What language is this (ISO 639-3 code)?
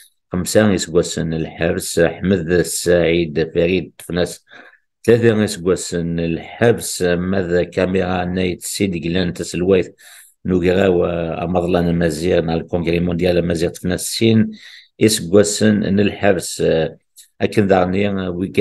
kab